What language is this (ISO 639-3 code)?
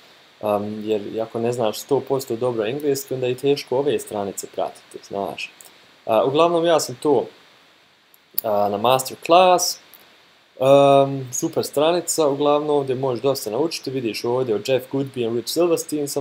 hrv